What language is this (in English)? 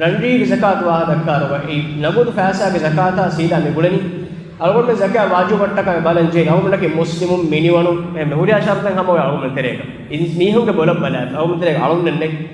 Divehi